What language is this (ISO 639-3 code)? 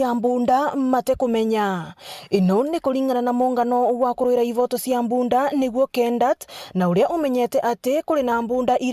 mer